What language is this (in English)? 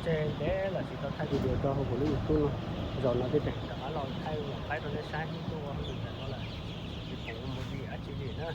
Hmong